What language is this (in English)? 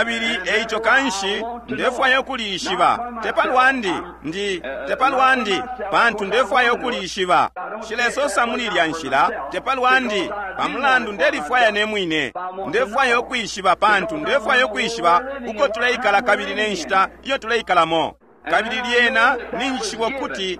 Bemba